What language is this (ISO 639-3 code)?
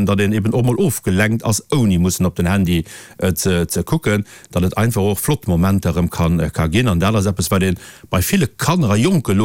ltz